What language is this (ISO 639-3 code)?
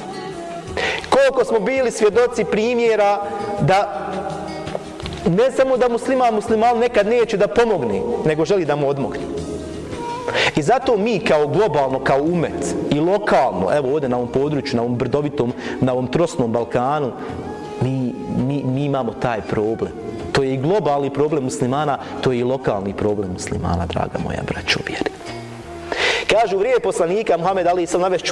bos